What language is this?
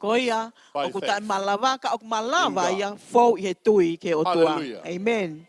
Tongan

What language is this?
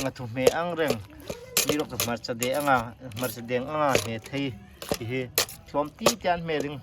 Hmar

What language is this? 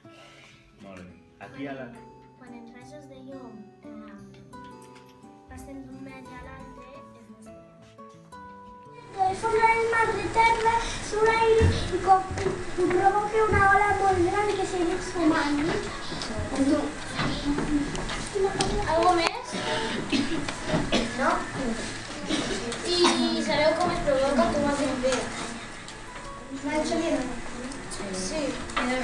Catalan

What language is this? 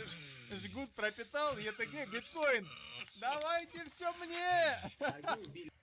Yakut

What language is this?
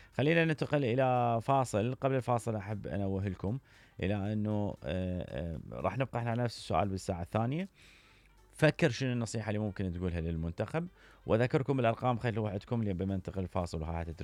Mesopotamian Arabic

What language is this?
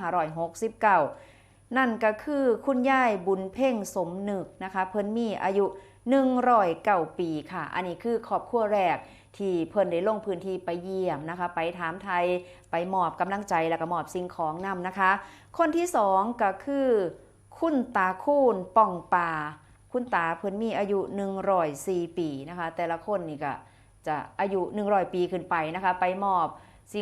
Northeastern Thai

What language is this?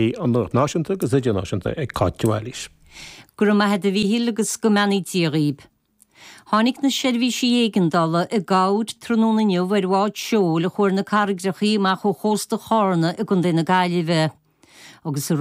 Irish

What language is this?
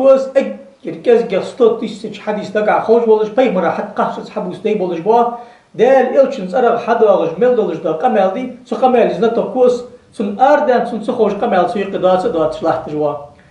Ingush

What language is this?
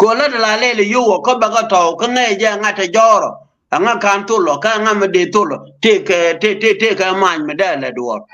Nuer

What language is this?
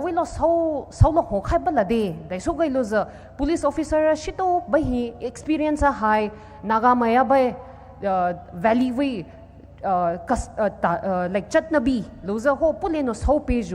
Poumei Naga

